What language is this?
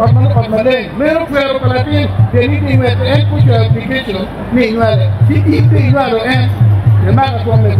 Acoli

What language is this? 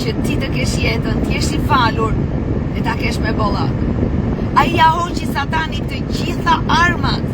Albanian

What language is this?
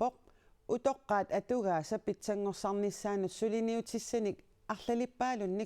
Kalaallisut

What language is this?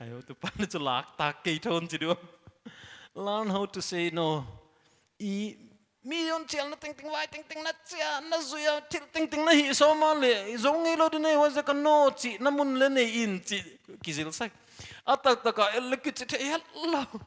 Paite Chin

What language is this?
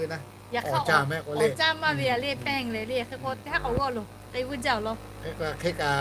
Lahu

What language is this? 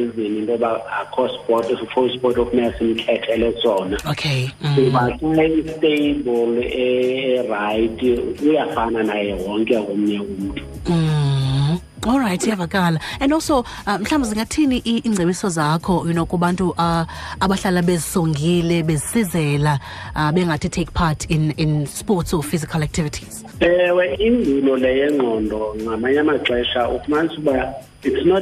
Xhosa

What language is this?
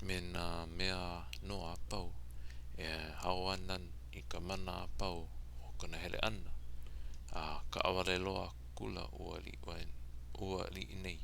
Hawaiian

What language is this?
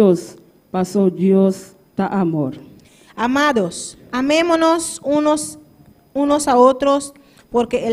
Papiamento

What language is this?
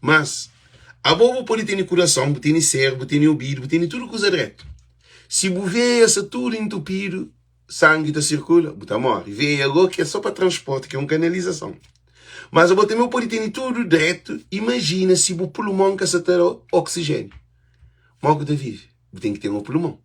Kabuverdianu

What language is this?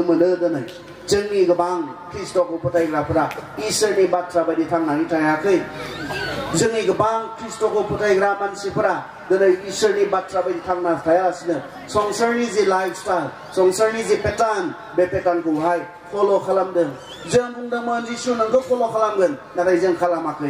Bodo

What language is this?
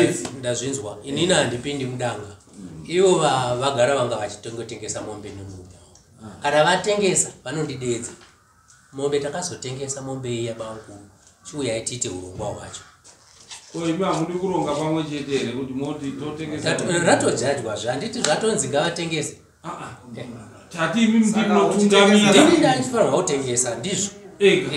Shona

